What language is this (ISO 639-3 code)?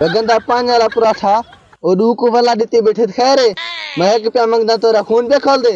skr